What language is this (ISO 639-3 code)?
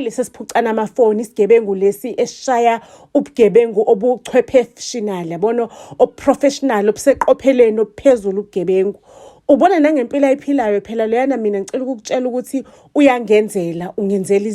zul